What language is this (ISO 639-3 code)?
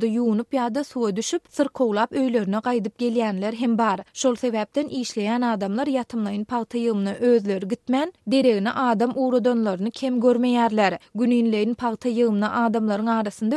tuk